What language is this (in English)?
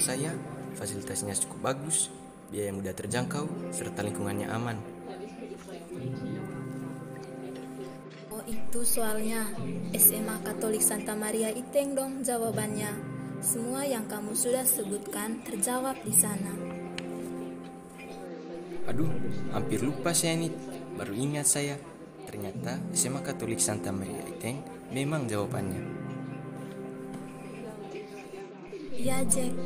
Indonesian